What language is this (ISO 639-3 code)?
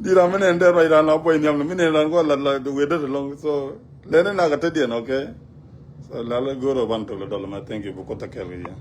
nus